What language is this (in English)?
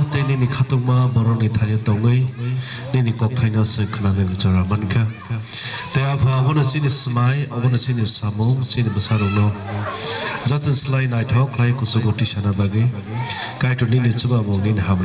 Kok Borok